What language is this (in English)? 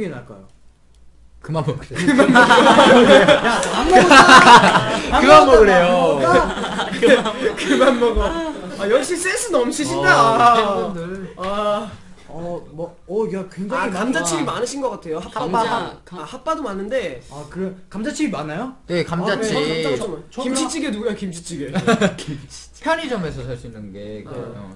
Korean